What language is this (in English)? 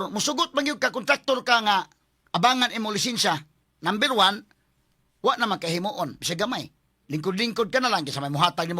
Cebuano